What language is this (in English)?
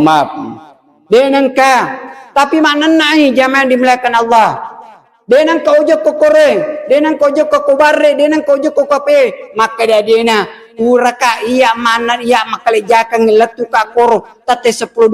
Buginese